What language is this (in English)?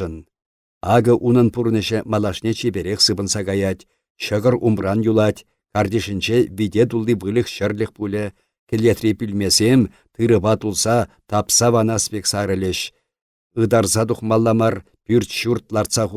Chuvash